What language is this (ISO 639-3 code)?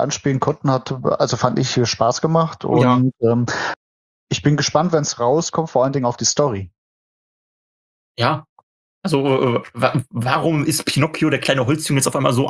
deu